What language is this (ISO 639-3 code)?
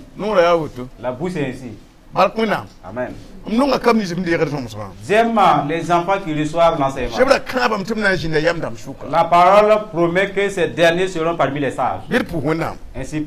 mos